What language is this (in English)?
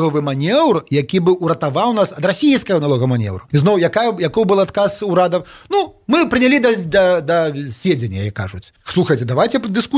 Belarusian